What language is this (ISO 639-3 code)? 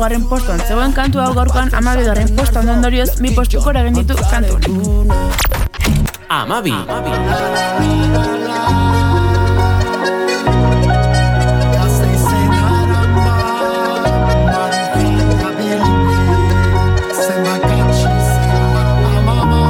eus